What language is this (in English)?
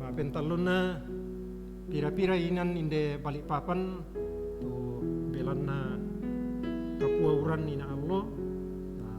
Toraja-Sa'dan